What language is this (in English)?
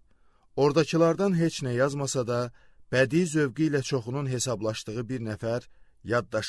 Azerbaijani